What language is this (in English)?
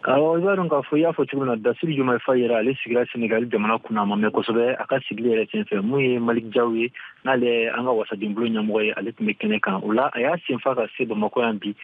Bambara